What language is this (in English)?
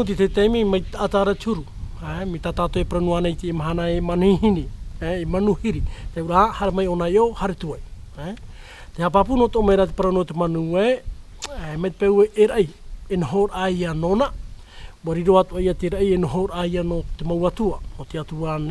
Tahitian